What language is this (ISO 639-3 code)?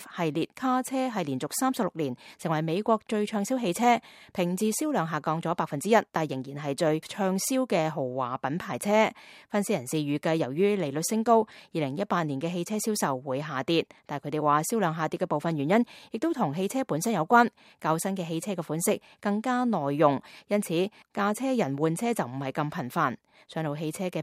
yue